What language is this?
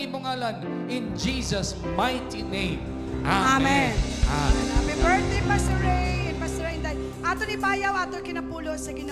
Hiligaynon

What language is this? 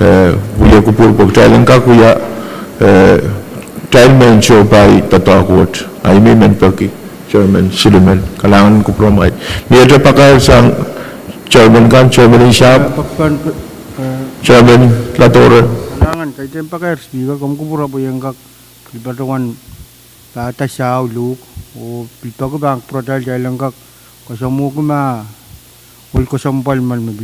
Pohnpeian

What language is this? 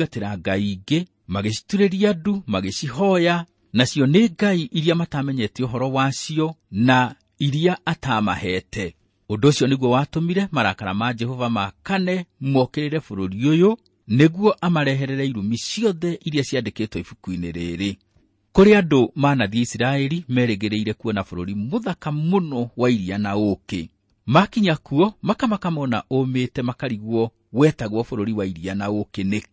Kikuyu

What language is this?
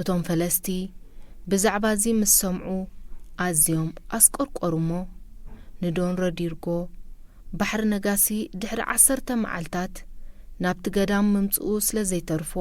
Tigrinya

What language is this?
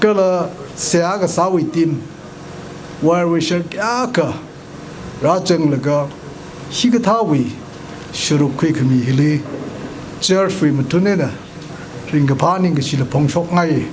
Tangkhul Naga (India)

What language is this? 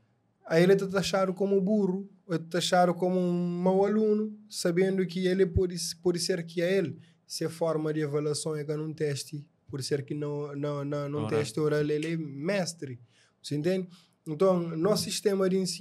Kabuverdianu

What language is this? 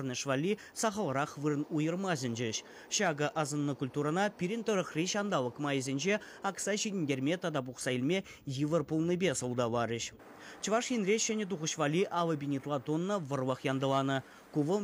Chuvash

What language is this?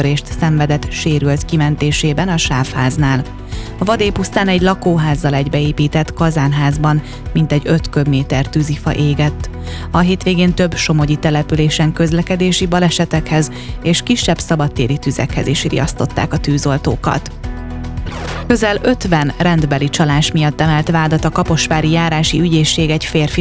Hungarian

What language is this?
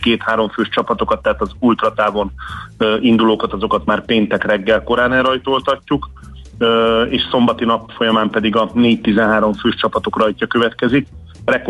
Hungarian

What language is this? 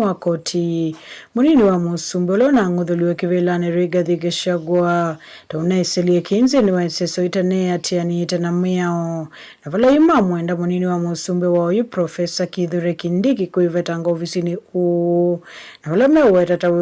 Kamba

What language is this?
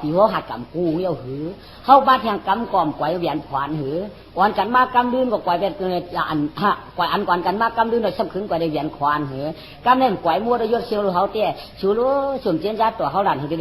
Shan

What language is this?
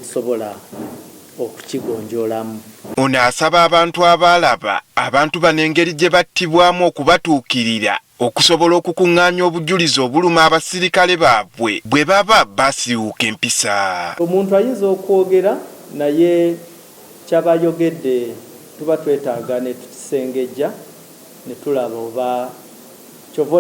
Ganda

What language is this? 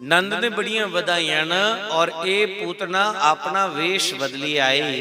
Dogri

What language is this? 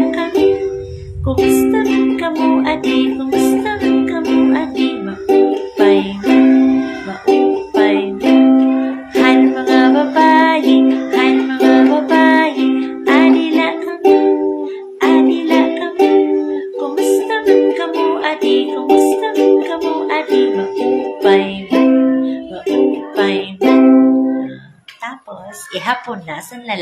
Waray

